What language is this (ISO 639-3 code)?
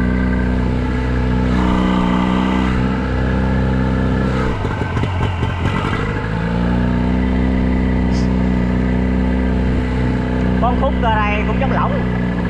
vie